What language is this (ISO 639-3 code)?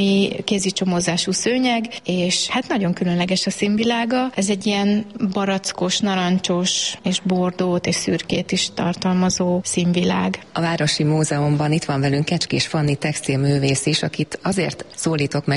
hun